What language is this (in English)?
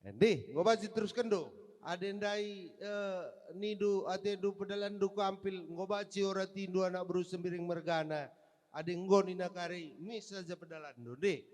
Batak Karo